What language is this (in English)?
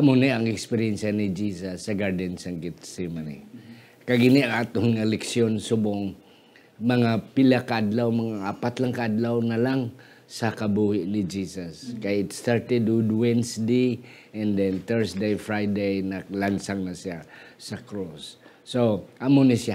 Hiligaynon